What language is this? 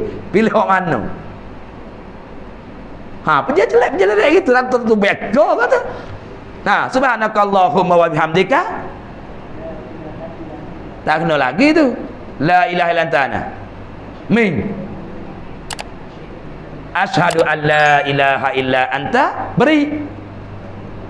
Malay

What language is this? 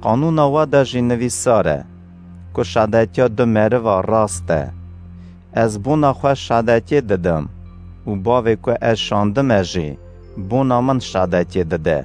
Kurdish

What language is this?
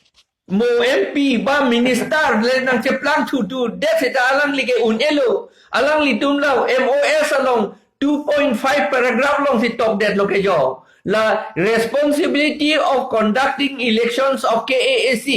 Karbi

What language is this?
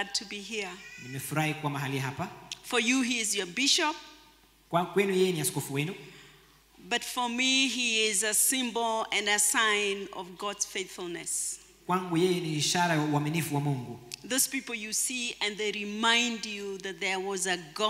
Swahili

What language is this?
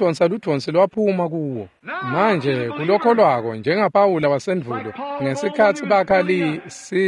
Swati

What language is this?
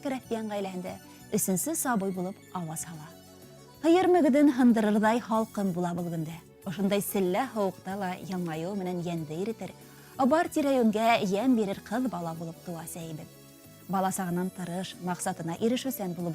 Bashkir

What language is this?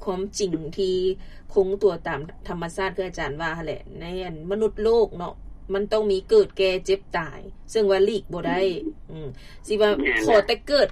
Lao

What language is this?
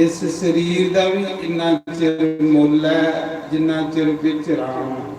Dogri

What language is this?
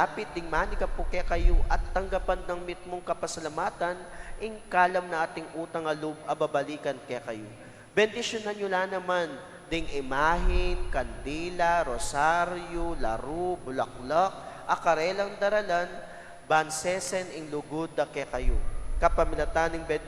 Pampanga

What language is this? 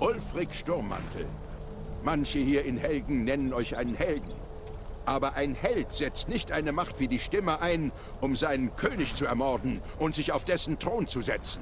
Swiss German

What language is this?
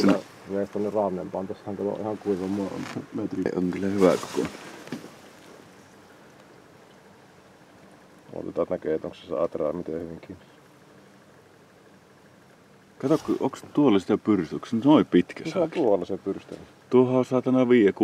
Finnish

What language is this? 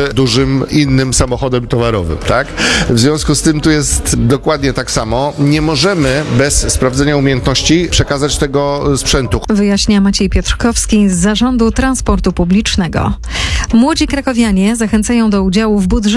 Polish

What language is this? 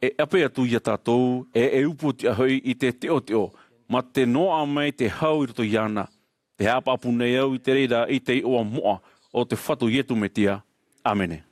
Tahitian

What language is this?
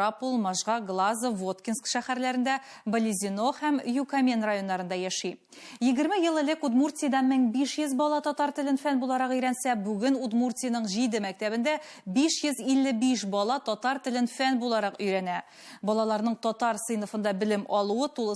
Tatar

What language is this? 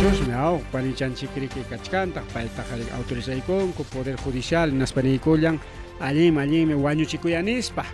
Ayacucho Quechua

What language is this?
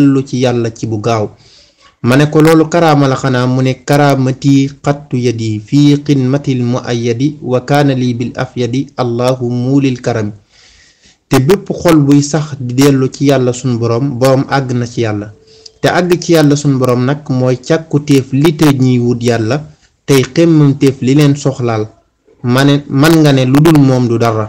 Wolof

